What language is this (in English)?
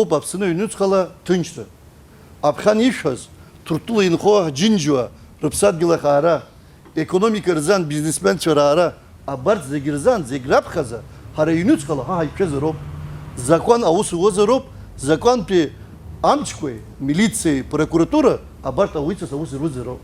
Abkhazian